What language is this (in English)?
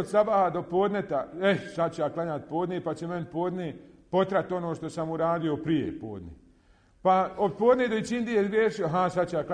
Bosnian